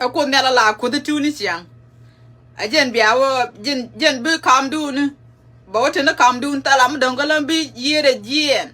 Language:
Nuer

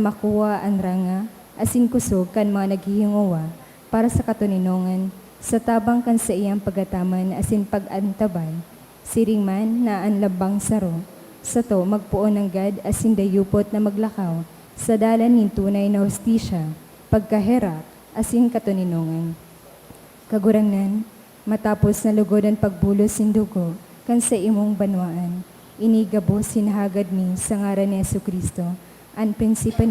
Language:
Bikol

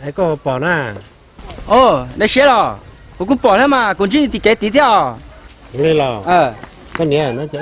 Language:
Hmong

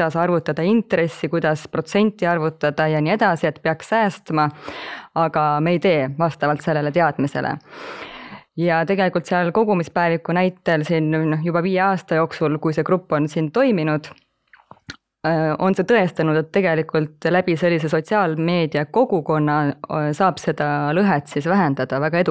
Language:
Estonian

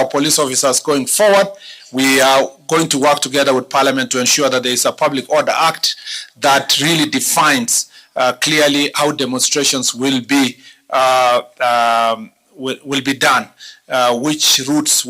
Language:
Meru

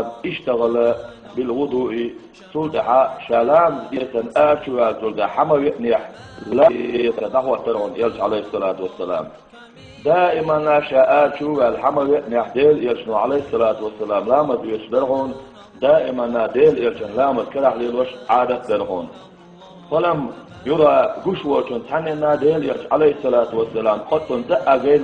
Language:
Chechen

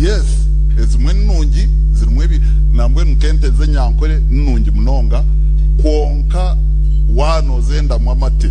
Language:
Nyankole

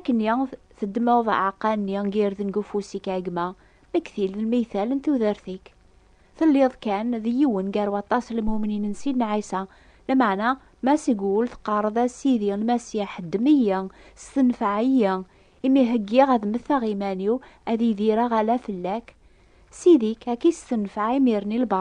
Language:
Kabyle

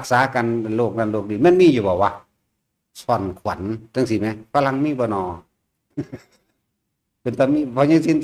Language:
Northeastern Thai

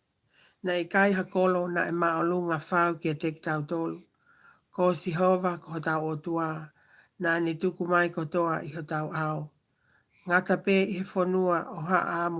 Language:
Tongan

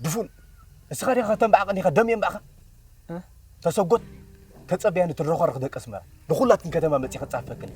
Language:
Tigrinya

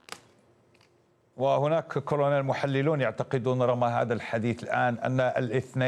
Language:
Arabic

